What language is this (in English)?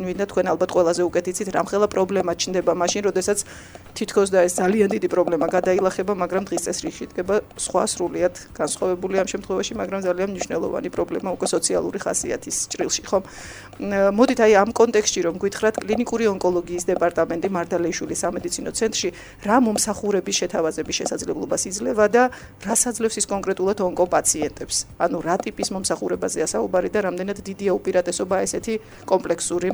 Georgian